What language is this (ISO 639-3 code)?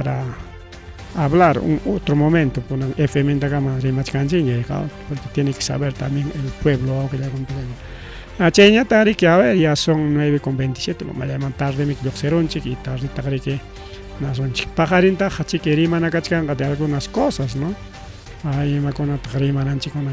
quy